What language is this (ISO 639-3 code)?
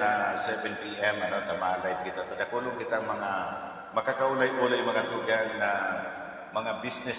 bik